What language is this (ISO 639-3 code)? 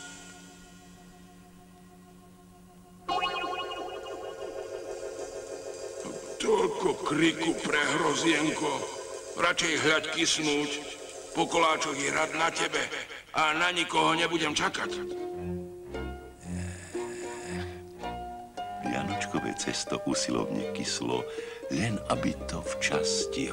slk